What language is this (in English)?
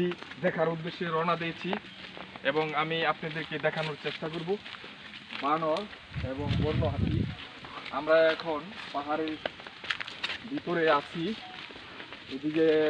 Bangla